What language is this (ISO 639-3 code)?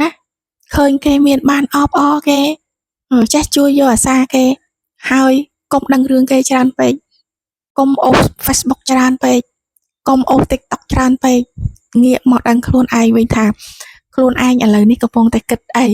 khm